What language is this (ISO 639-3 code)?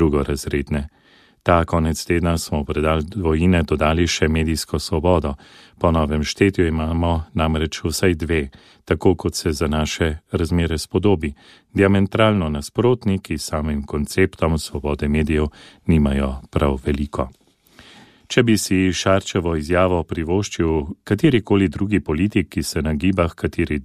slv